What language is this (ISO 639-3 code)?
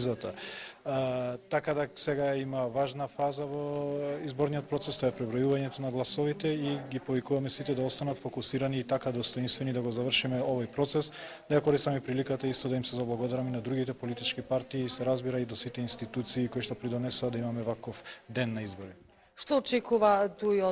mkd